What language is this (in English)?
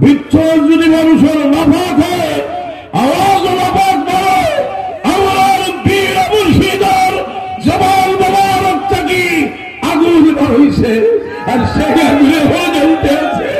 Sylheti